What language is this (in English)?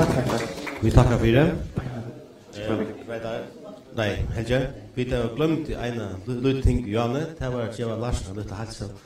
Faroese